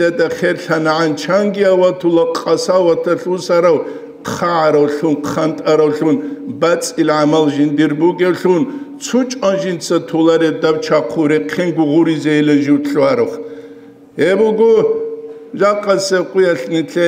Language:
Avaric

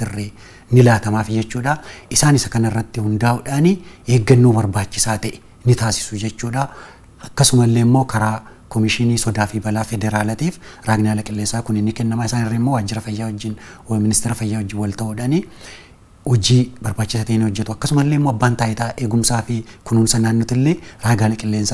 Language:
Oromo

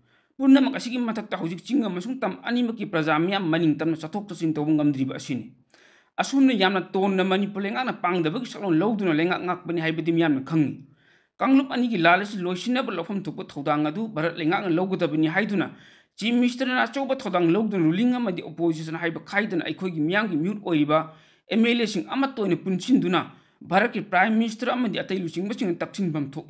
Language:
Manipuri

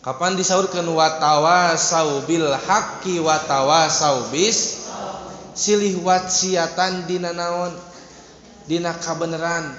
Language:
Sundanese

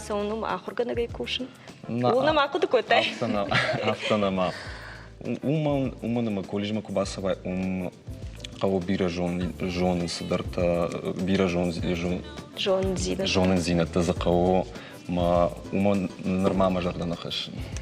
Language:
Ossetic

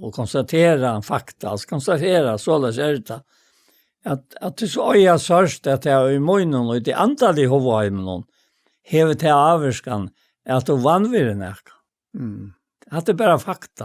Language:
Faroese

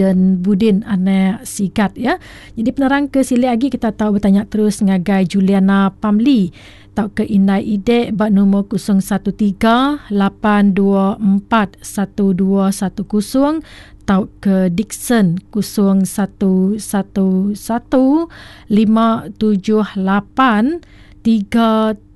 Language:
Iban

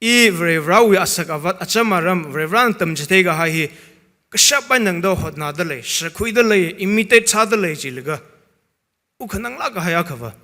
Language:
Tangkhul Naga (India)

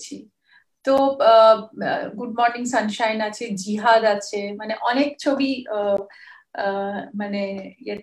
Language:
Bangla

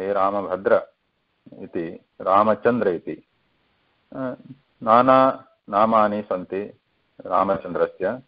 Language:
Sanskrit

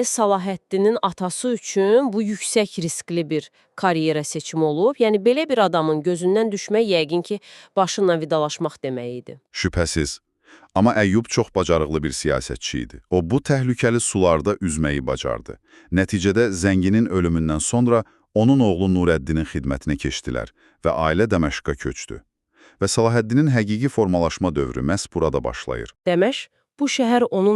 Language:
Azerbaijani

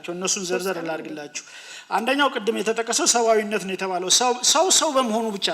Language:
Amharic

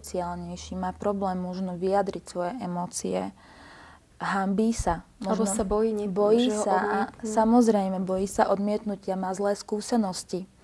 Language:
Slovak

